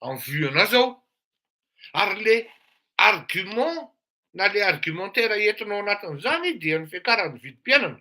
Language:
Malagasy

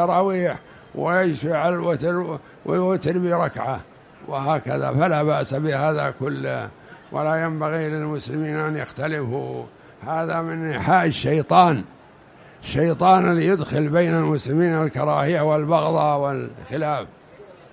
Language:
Arabic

